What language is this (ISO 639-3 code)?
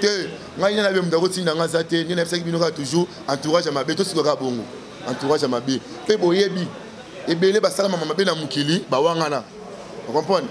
lin